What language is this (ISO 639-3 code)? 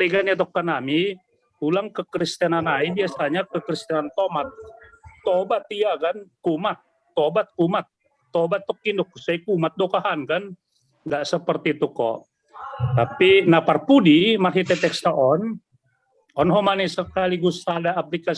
bts